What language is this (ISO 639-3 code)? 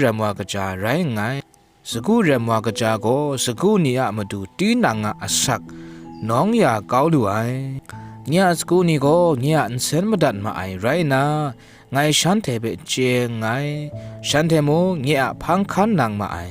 kac